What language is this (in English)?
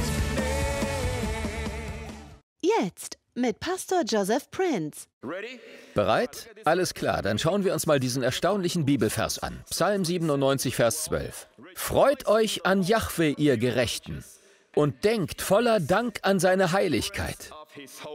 German